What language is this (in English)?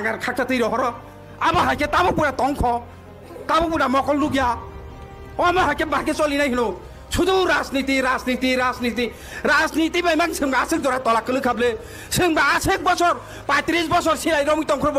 Kok Borok